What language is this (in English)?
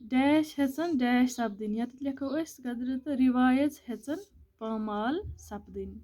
Kashmiri